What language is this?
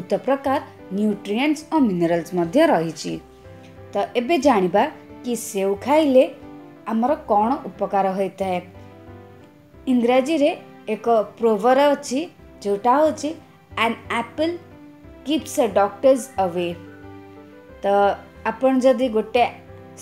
Odia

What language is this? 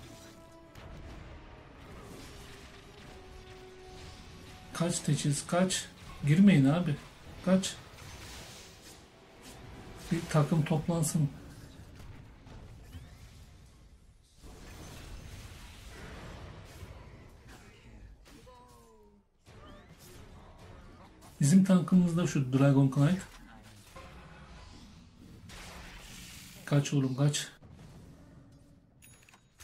Turkish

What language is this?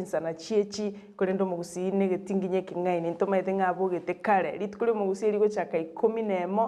Gusii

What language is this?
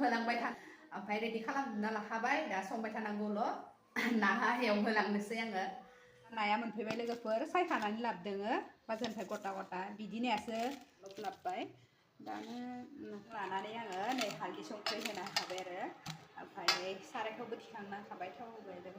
Bodo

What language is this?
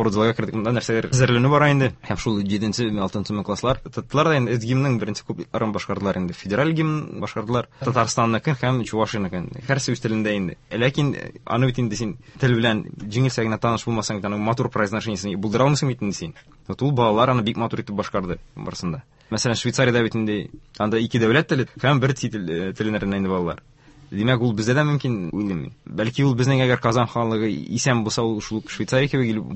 Tatar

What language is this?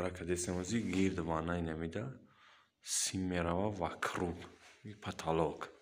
Tajik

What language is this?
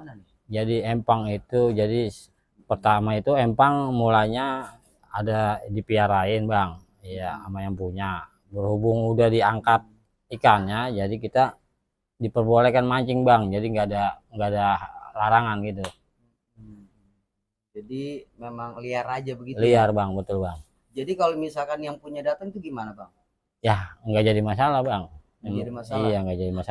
Betawi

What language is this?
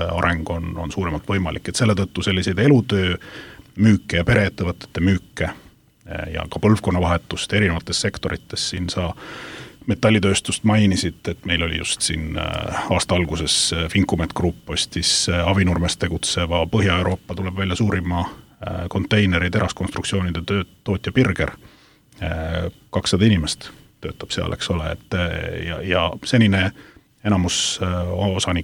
Estonian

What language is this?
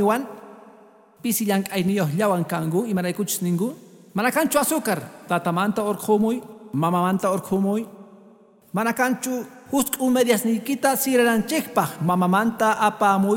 Quechua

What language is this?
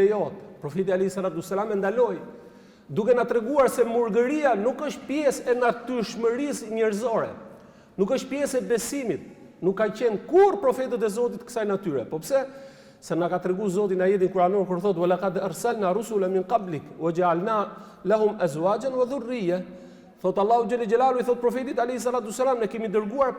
Albanian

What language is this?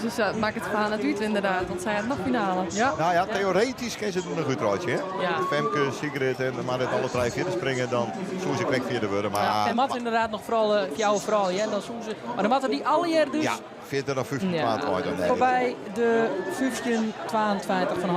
Western Frisian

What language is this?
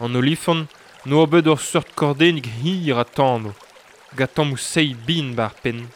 Breton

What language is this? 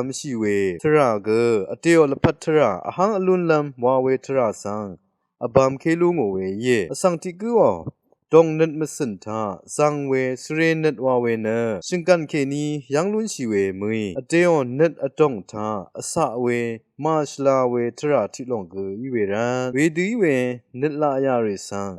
Rawang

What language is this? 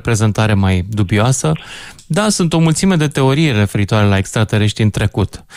Romanian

